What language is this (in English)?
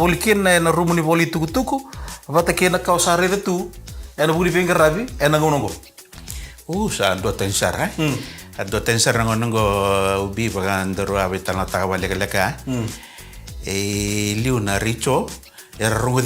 Fijian